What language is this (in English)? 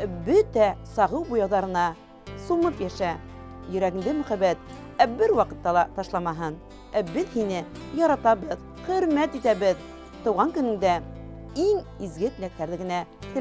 Bashkir